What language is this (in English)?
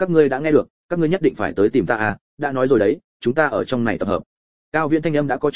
Vietnamese